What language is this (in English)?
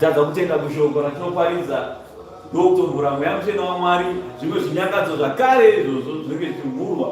Shona